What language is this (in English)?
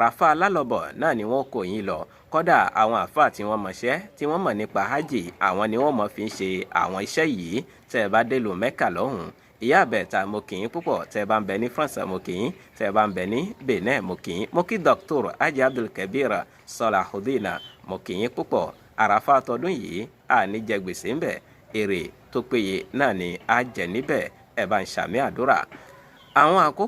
Yoruba